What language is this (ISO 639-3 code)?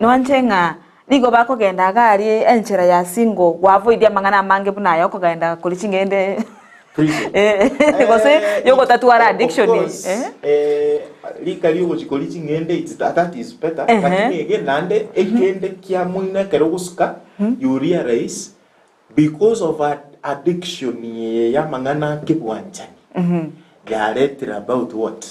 guz